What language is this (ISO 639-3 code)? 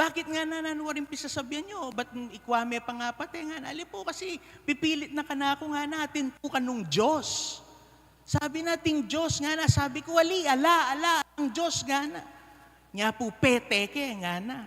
pam